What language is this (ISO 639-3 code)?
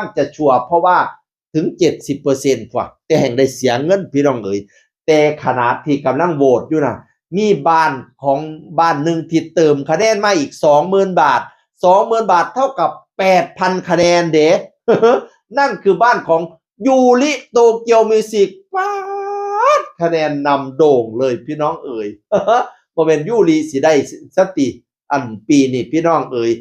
tts